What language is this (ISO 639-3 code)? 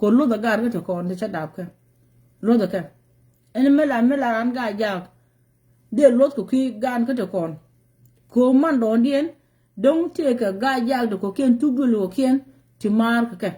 nus